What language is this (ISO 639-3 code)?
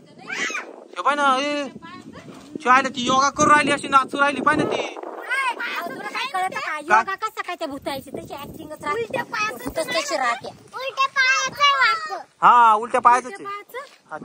mar